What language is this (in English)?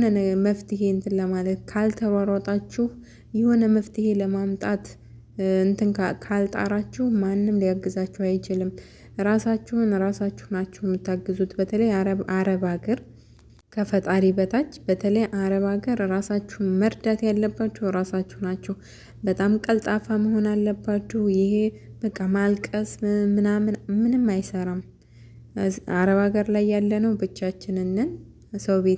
Amharic